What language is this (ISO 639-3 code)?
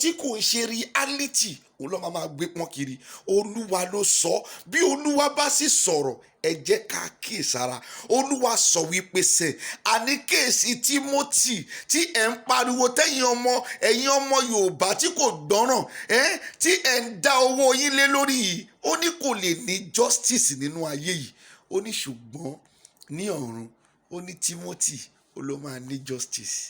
yor